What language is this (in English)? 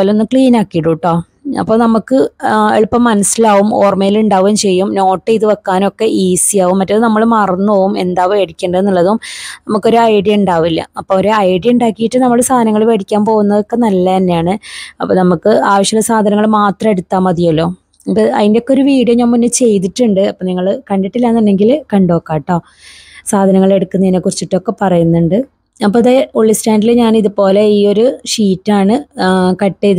Malayalam